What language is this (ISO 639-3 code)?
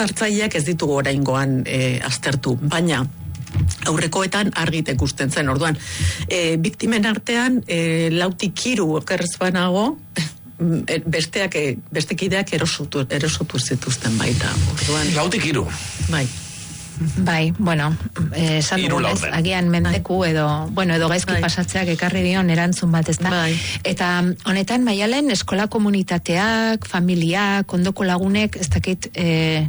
eus